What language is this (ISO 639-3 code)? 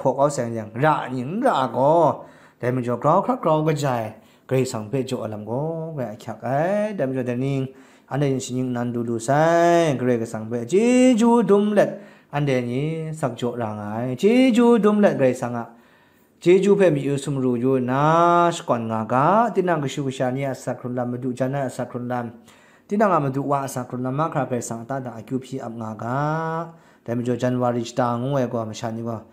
kac